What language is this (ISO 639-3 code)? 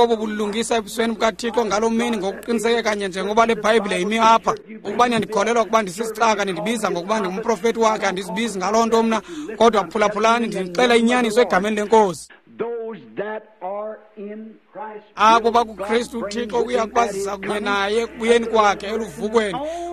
xho